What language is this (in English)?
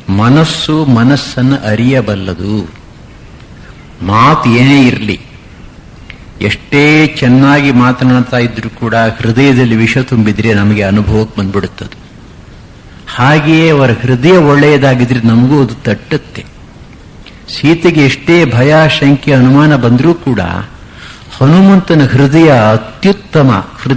Kannada